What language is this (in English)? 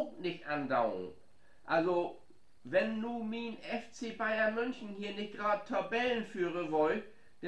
Low German